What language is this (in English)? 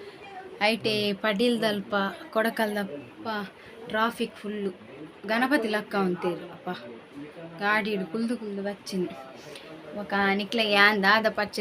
Tulu